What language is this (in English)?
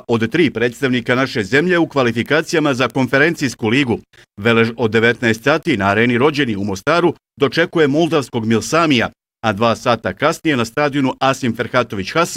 Bosnian